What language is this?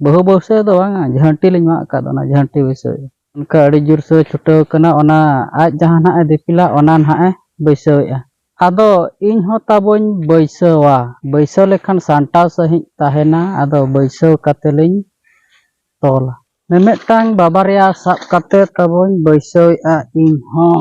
Santali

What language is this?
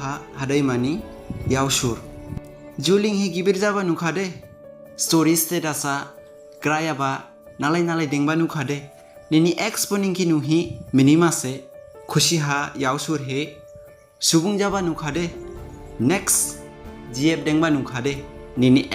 Dimasa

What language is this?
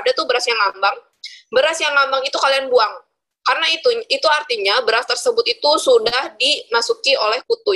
Indonesian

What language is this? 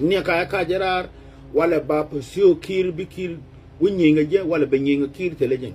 Nuer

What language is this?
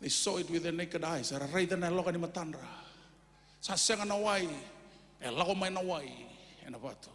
Fijian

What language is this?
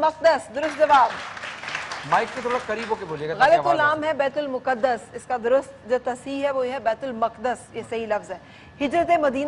Urdu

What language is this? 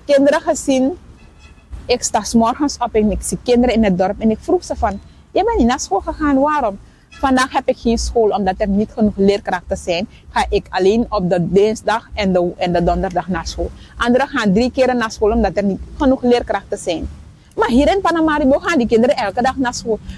Dutch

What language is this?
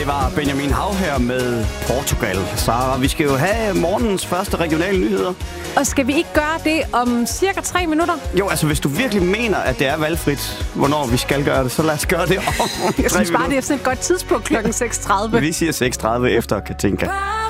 Danish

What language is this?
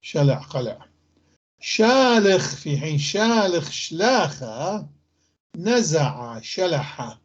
North Levantine Arabic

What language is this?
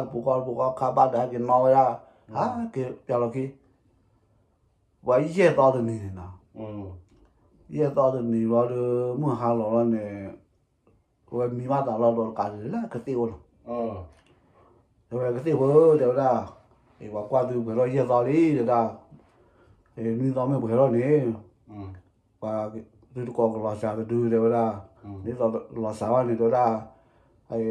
S'gaw Karen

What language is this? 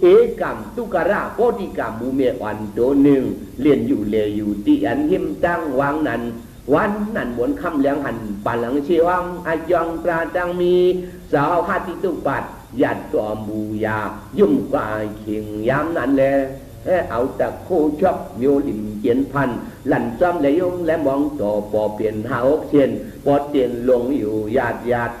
Shan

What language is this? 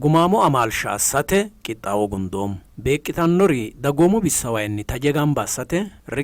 Sidamo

